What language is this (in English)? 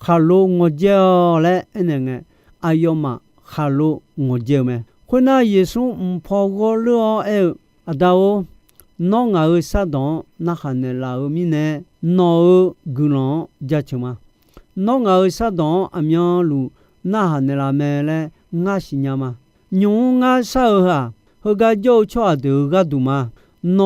Akha